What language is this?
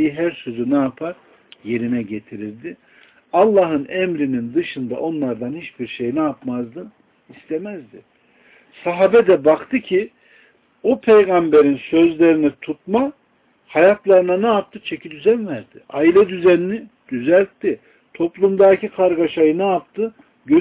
Turkish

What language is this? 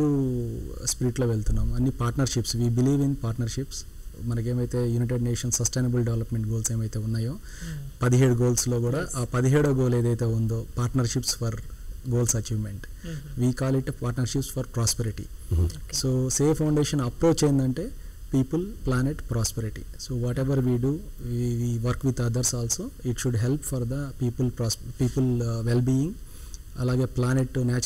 Telugu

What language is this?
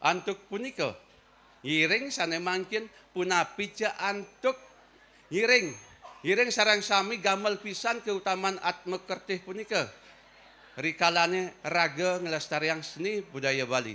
Balinese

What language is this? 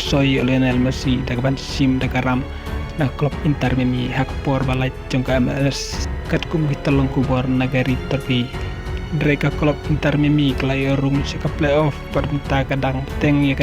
Khasi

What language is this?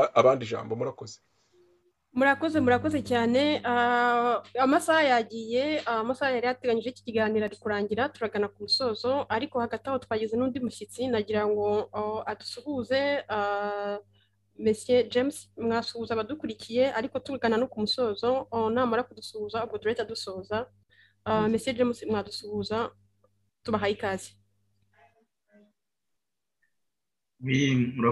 Kinyarwanda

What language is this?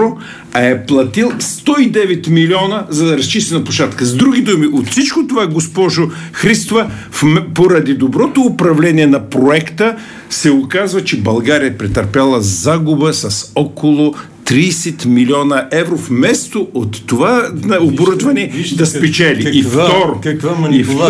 Bulgarian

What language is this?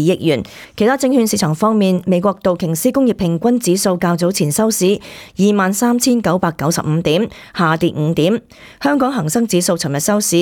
Cantonese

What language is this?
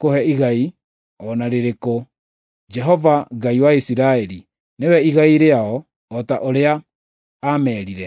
Kikuyu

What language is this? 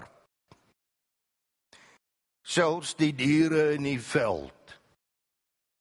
Afrikaans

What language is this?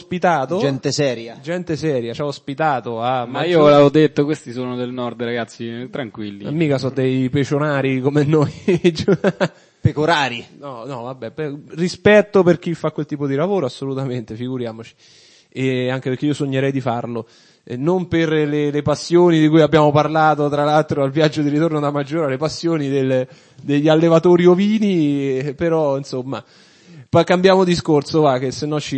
Italian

